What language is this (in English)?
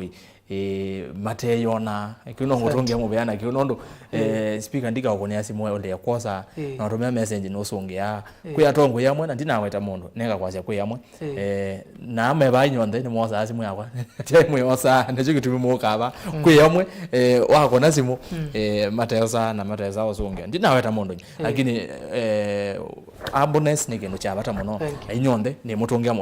Kamba